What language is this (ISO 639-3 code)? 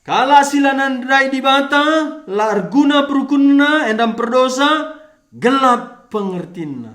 btx